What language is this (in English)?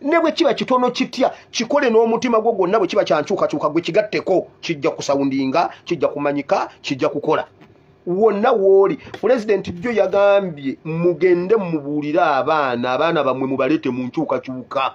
Ganda